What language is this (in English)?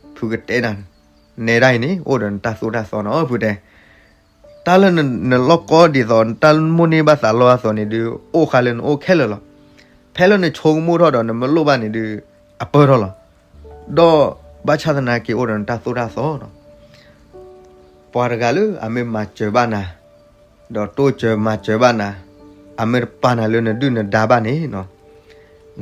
S'gaw Karen